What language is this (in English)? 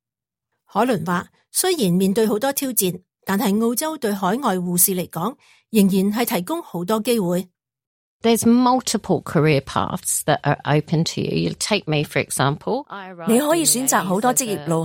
Cantonese